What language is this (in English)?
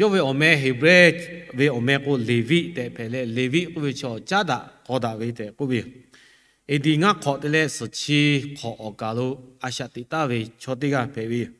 Lahu